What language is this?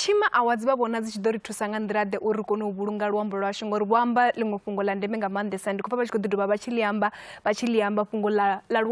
Venda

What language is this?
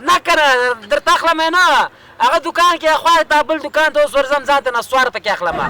Pashto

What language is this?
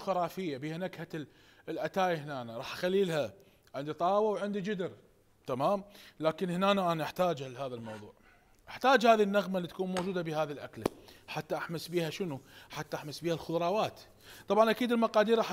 Mesopotamian Arabic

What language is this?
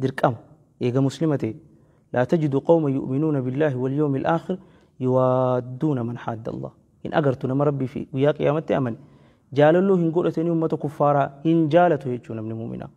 Oromo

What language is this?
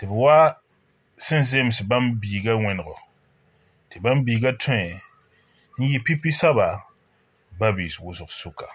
Mossi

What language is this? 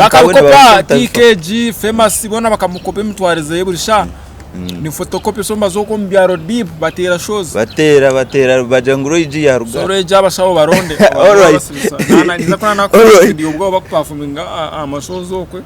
Nyankole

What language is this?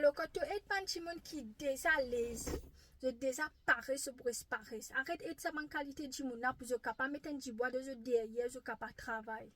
Morisyen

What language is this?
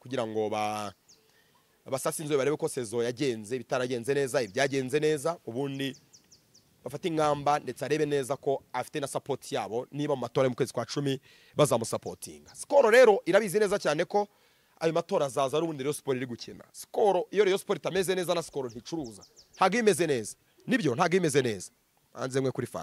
Kinyarwanda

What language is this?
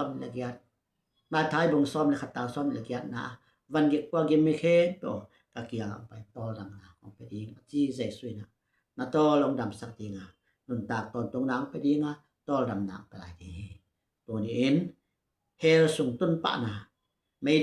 Tedim Chin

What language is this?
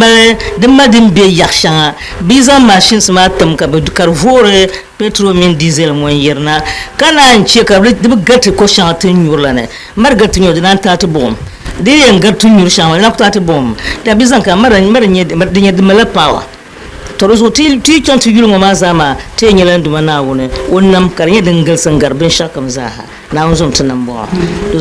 Dagbani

